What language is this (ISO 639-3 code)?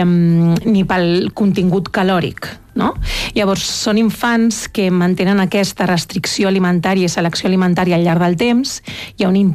cat